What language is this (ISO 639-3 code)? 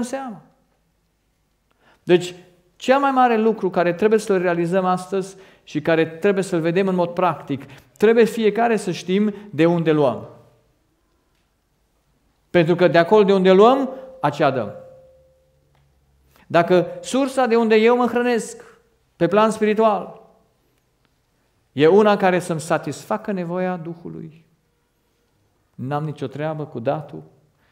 ron